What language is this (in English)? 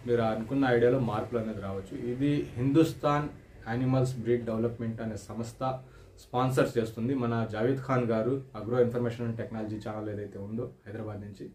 Telugu